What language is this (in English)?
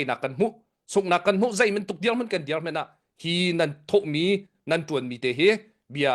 Hakha Chin